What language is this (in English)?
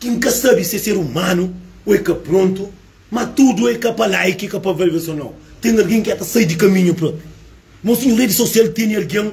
Kabuverdianu